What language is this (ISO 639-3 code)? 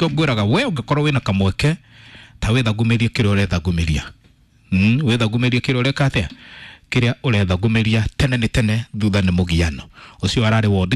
kik